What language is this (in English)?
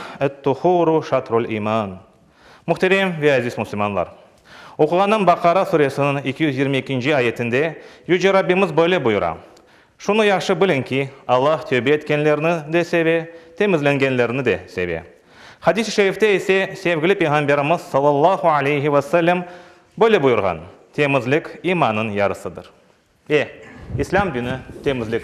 Crimean Tatar